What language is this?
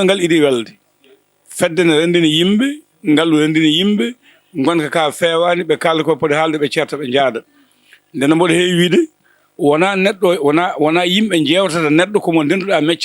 Fula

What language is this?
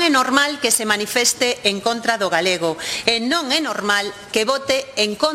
Galician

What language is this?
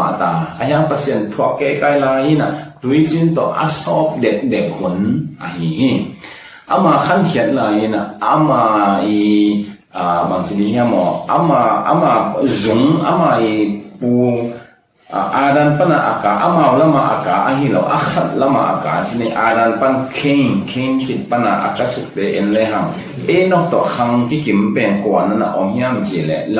Tedim Chin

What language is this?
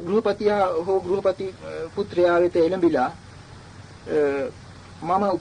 Sinhala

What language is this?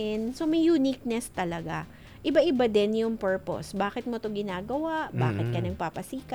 Filipino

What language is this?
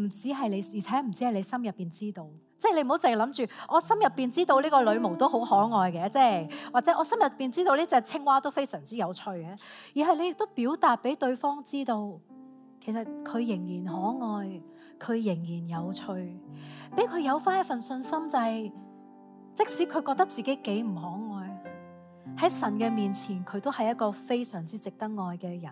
Cantonese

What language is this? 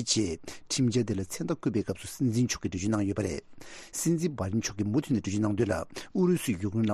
Tibetan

